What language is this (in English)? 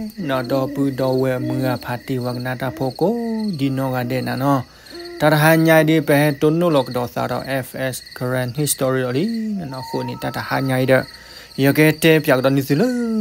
S'gaw Karen